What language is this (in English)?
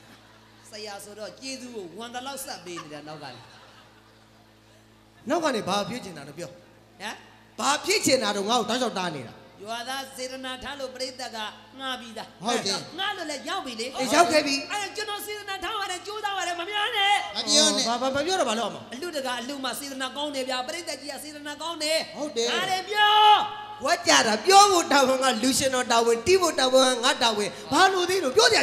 Burmese